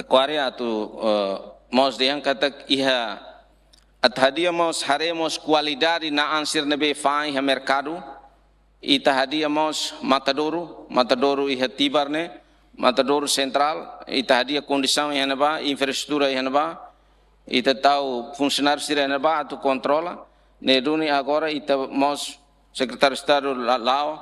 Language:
Tetum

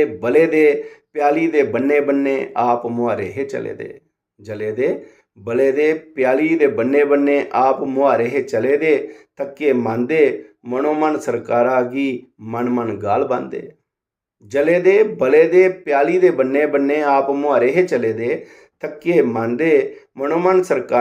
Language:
Dogri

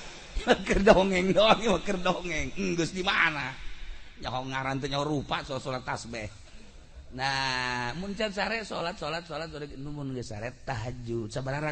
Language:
Sundanese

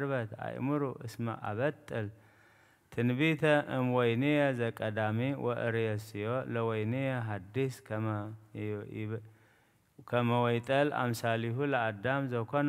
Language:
Geez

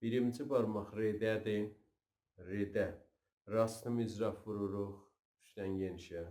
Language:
South Azerbaijani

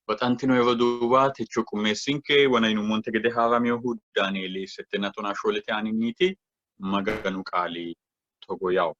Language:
Sidamo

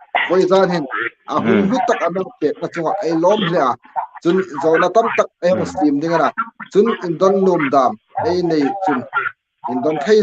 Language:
Hmar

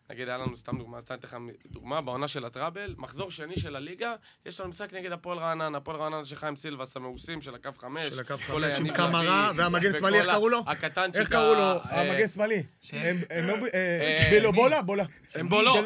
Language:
Hebrew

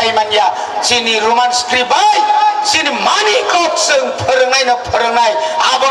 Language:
Kok Borok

